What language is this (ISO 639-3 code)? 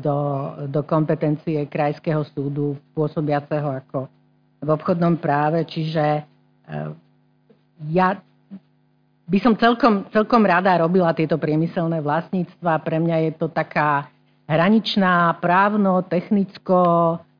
slk